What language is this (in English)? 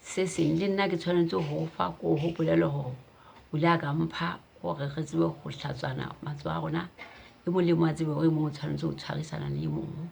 Southern Sotho